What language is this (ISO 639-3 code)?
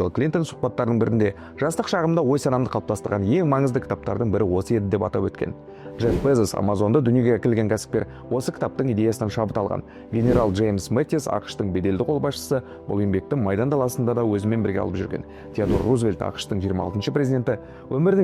kaz